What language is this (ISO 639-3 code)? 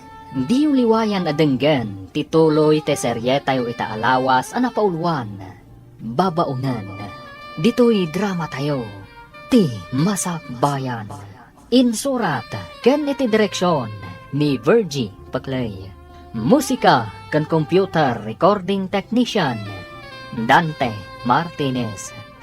ilo